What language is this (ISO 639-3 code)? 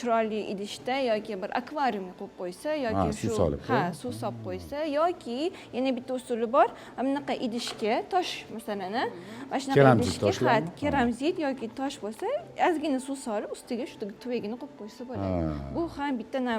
uzb